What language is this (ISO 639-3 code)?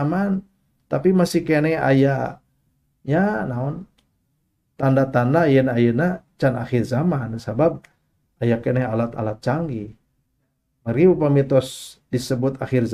sun